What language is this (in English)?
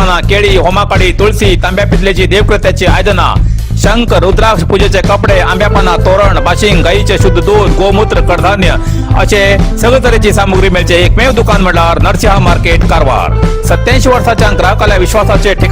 Konkani